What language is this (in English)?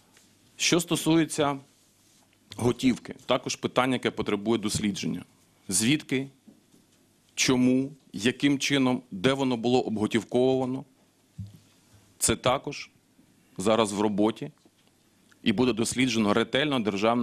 Ukrainian